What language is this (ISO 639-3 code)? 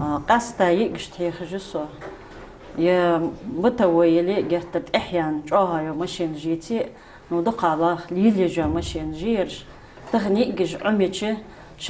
inh